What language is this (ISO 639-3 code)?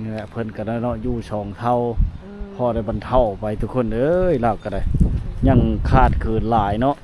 lao